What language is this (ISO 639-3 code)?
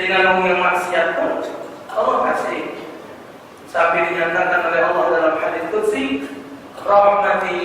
mui